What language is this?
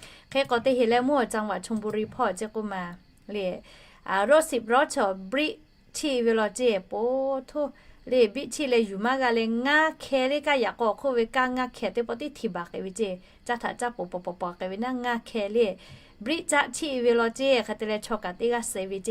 Lahu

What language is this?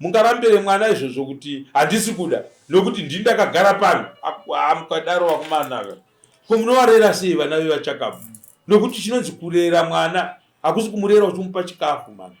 Shona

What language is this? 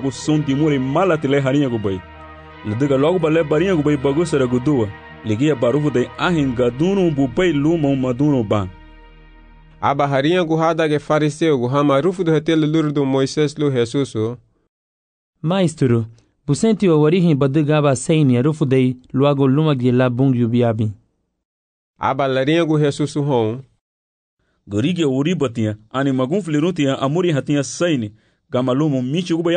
Garifuna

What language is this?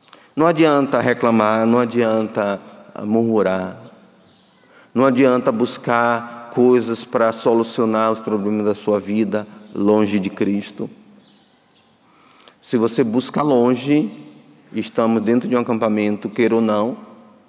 Portuguese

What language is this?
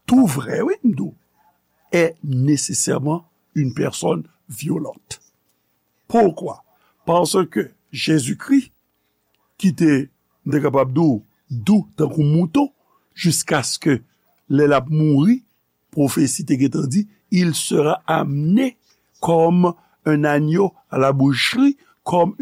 Haitian Creole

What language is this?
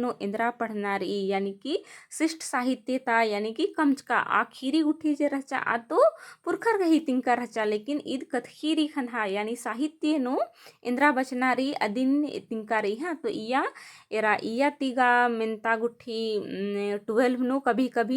Kurukh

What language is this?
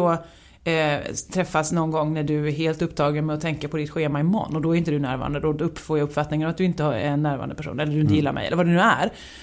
Swedish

